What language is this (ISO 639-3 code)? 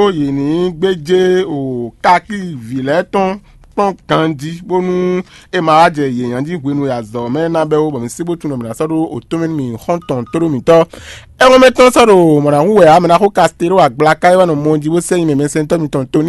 fon